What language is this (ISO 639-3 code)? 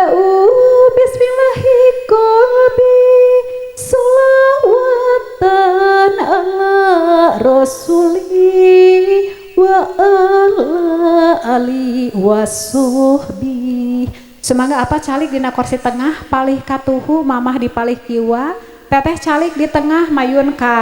sun